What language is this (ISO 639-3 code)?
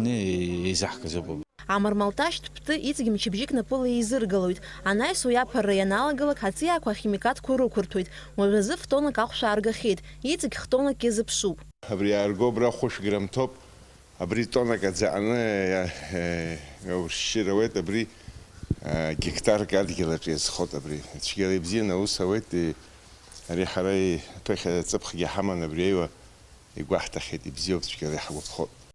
abk